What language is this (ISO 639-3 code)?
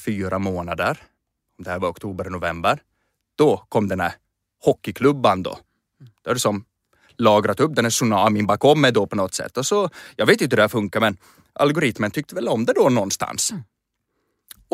swe